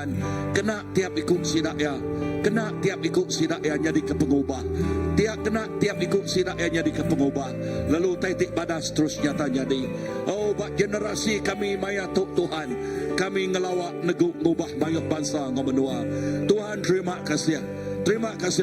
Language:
Iban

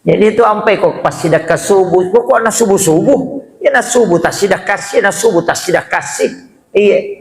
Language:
Buginese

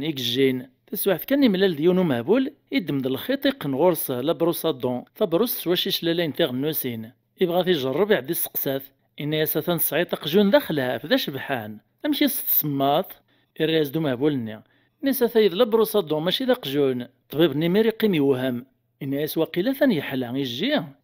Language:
Kabyle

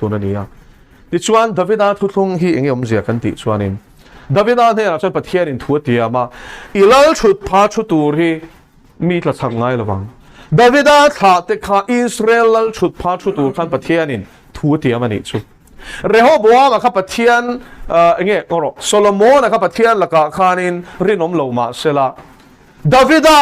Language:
Mizo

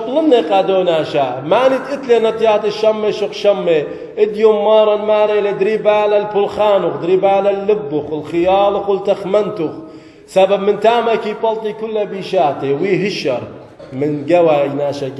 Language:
Assyrian Neo-Aramaic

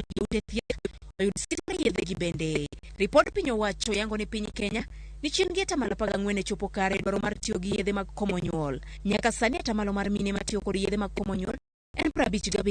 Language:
Luo (Kenya and Tanzania)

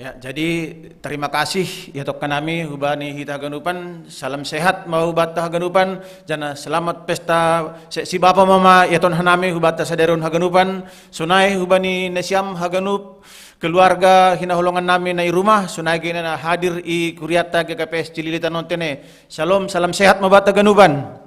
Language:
Batak Simalungun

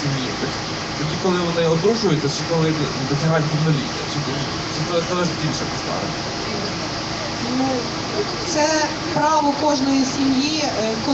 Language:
Ukrainian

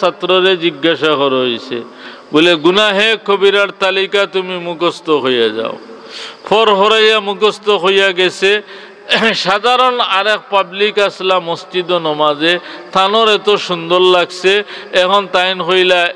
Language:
Sylheti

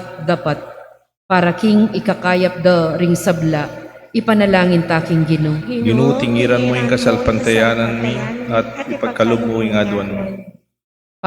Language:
Pampanga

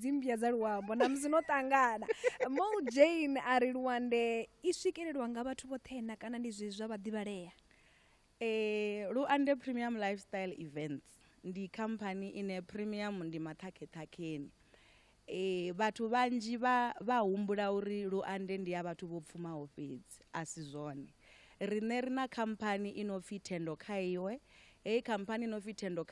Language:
Venda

